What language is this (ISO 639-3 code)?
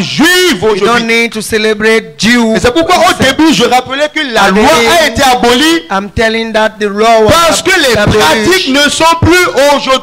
fra